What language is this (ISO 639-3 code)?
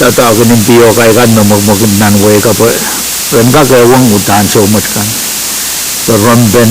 pon